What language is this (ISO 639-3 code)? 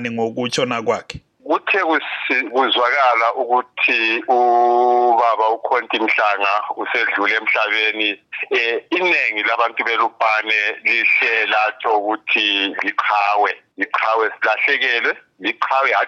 nde